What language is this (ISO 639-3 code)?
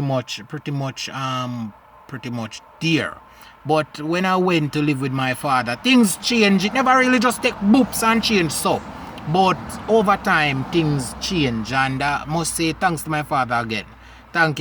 jam